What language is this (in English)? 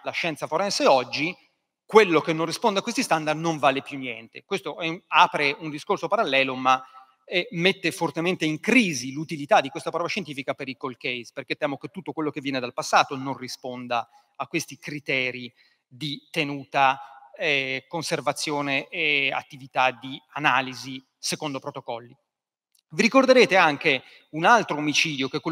Italian